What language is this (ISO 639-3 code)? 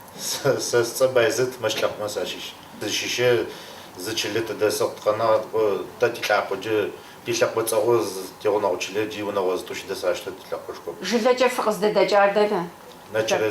kbd